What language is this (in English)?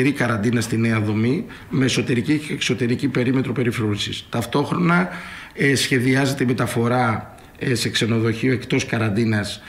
Greek